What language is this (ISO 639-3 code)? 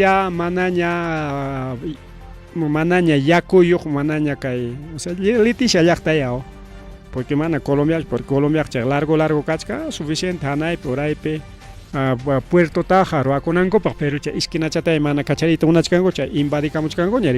quy